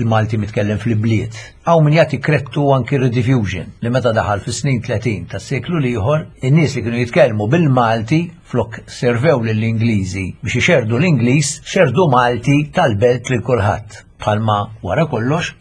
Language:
Maltese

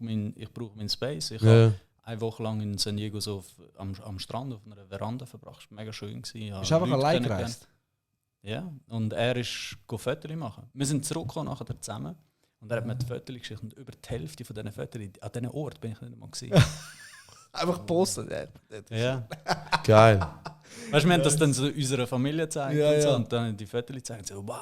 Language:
Swiss German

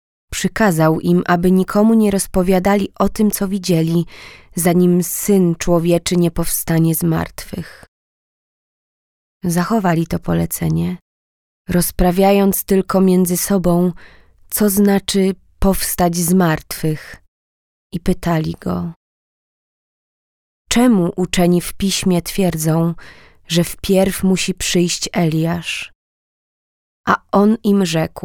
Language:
Polish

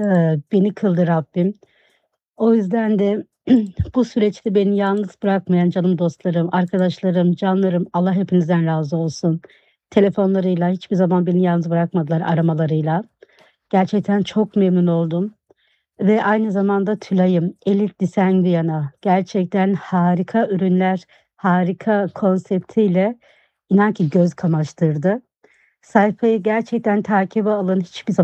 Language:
Turkish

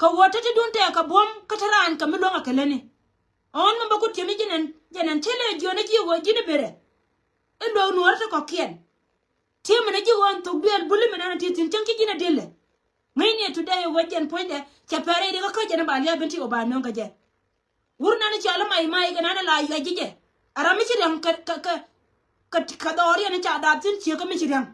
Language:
Nuer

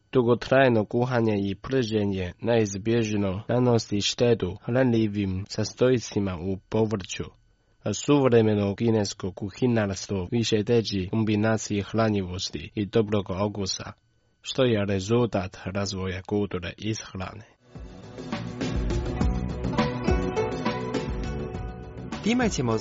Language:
Croatian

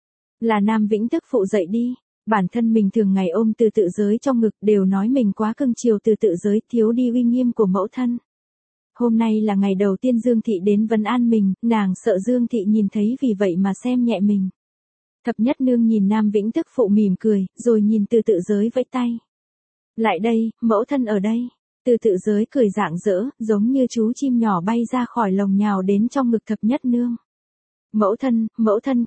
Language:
Vietnamese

